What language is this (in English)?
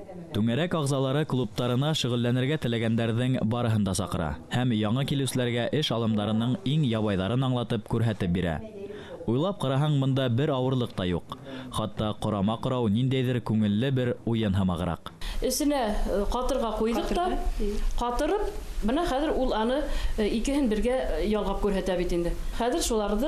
Bashkir